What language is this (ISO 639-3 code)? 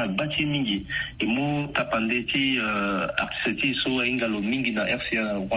sag